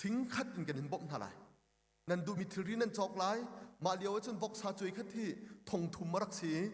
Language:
Hakha Chin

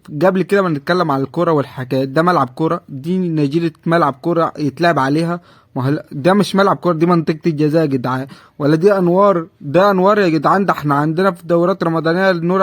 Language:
Egyptian Arabic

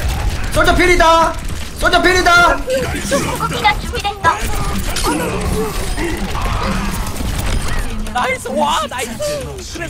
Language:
Korean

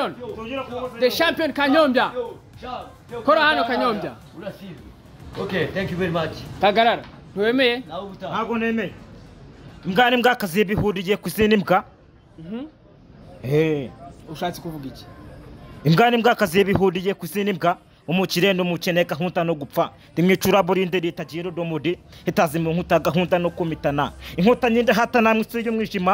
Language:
Kinyarwanda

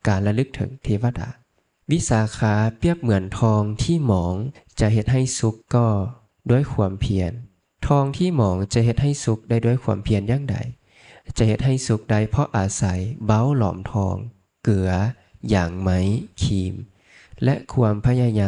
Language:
Lao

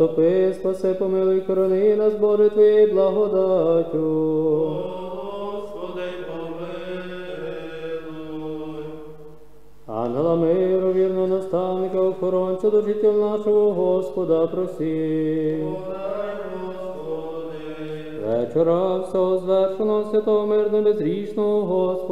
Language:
Ukrainian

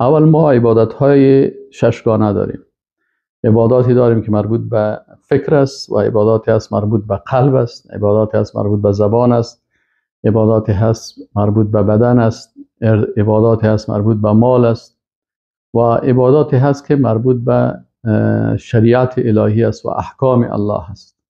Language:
Persian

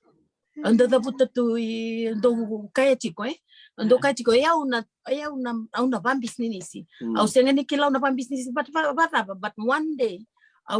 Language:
Fijian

